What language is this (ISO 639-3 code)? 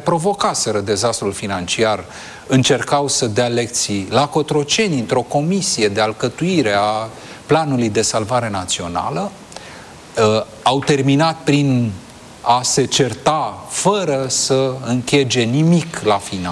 ron